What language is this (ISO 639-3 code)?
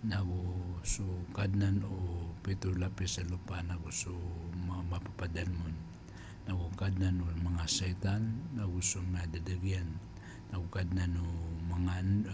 mrw